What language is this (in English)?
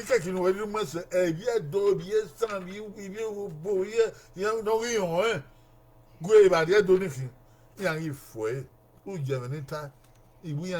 Bini